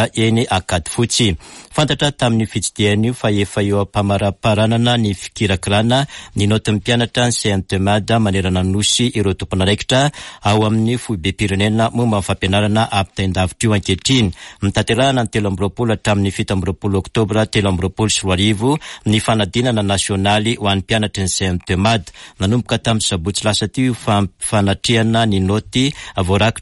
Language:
Malagasy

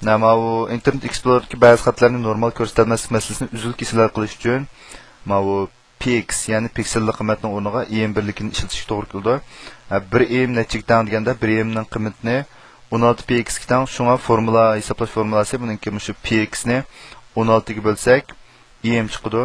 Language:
Uyghur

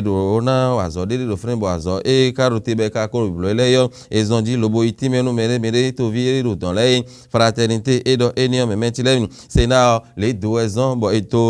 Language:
Fon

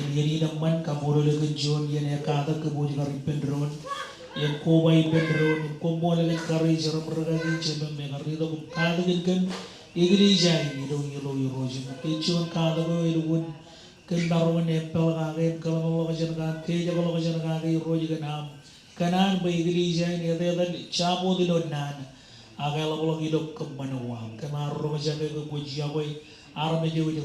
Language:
Marshallese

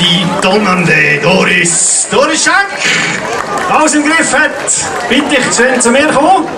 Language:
Swiss German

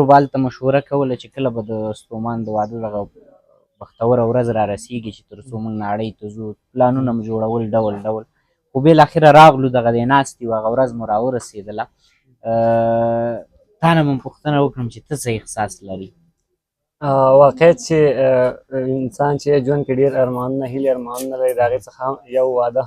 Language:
Pashto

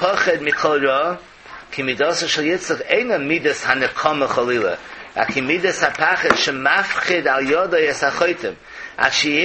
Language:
Yiddish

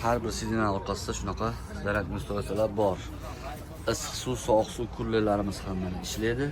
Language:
Uzbek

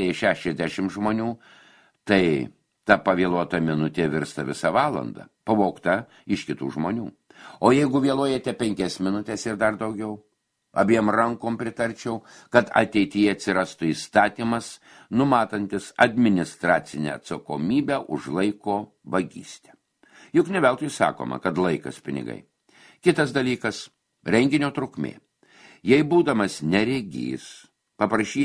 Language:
Lithuanian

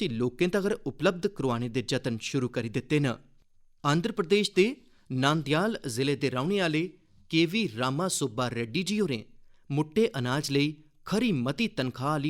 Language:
Dogri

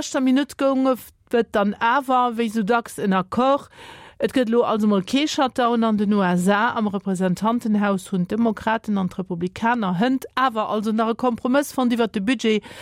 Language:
Luxembourgish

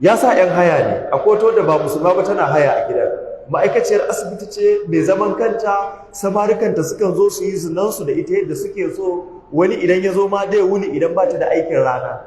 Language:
Hausa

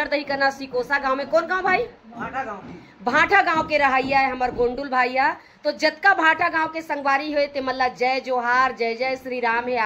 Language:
Chhattisgarhi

